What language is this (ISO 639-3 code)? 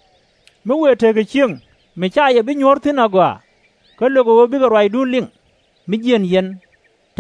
nus